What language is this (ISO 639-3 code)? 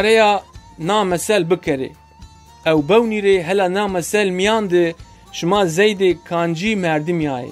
zza